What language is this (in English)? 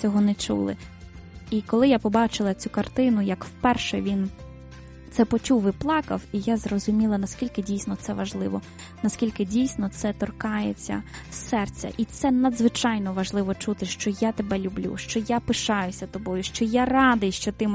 Ukrainian